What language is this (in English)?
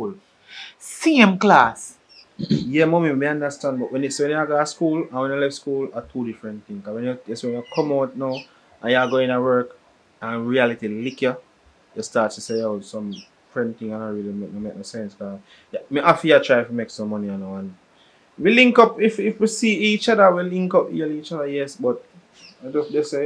Jamaican Creole English